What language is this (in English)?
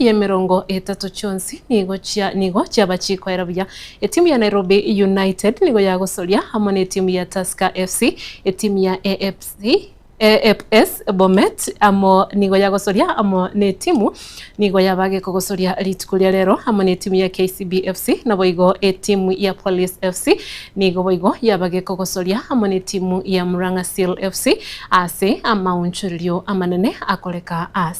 Gusii